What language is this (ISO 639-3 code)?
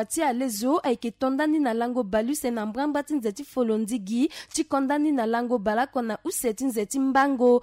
sag